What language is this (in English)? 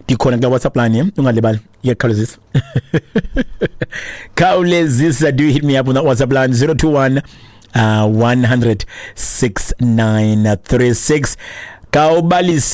Xhosa